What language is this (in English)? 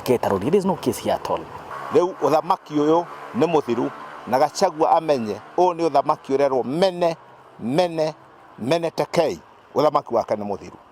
Kikuyu